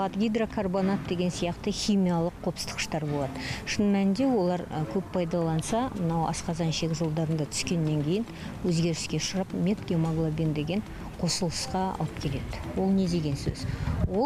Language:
Kazakh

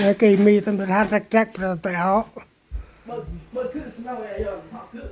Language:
Central Mnong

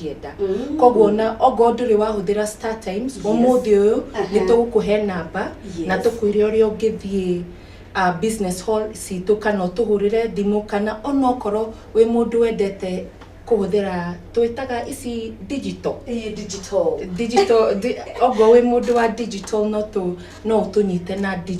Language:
Kikuyu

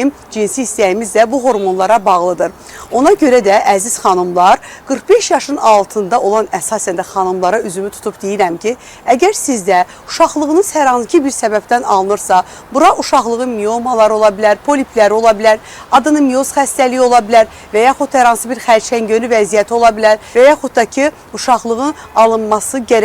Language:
Azerbaijani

